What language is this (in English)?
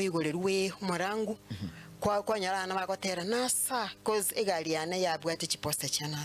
Gusii